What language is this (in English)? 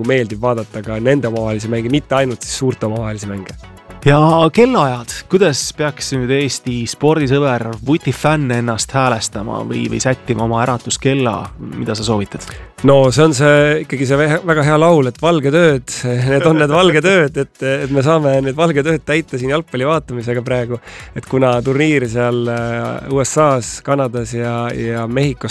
Estonian